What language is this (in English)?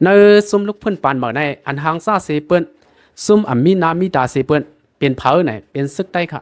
Shan